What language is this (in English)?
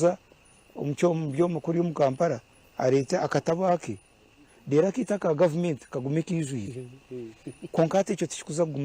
Nyankole